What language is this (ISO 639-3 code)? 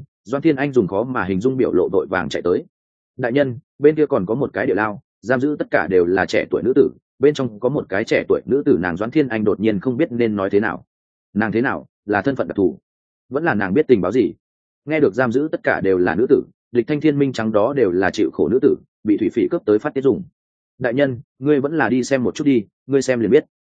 vie